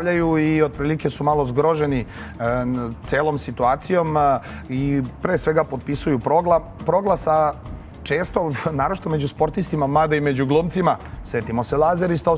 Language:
Serbian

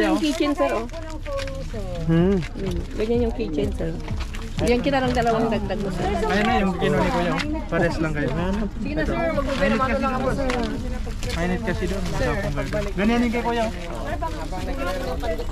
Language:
Filipino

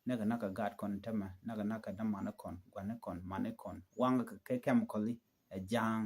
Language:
Nuer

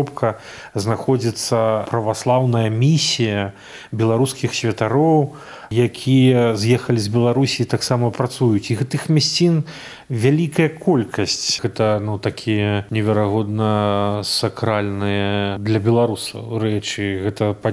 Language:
Belarusian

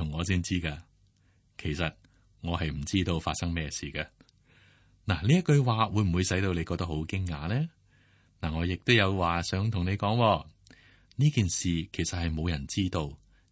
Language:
Cantonese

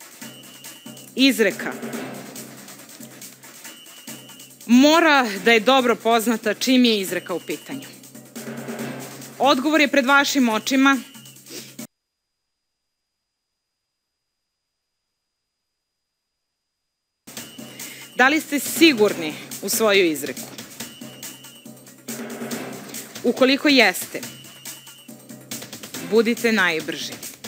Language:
Serbian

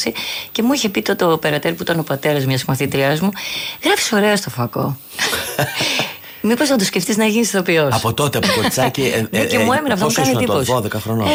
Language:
Greek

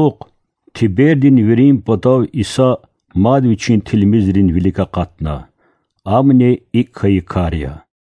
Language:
Lezghian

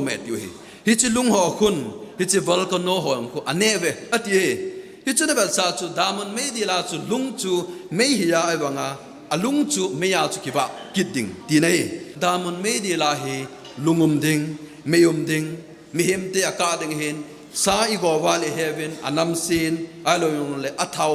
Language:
Thado Chin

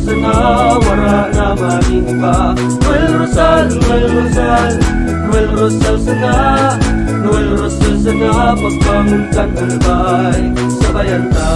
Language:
Bikol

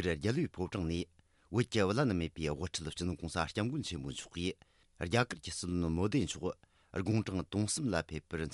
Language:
Tibetan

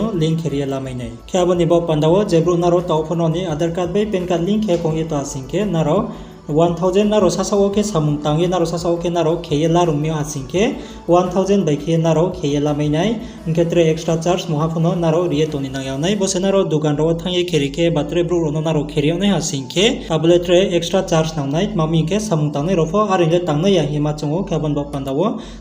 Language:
Riang (India)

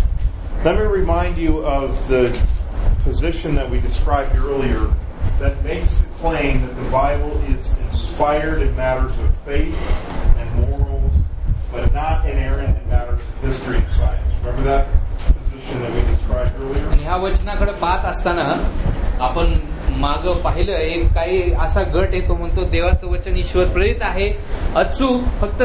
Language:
Marathi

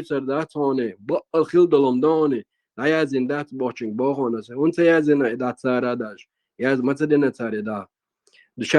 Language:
Chechen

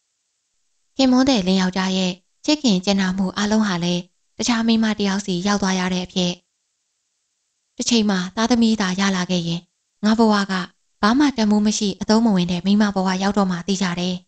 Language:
Burmese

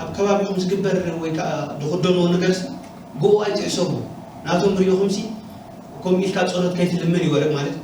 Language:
Tigrinya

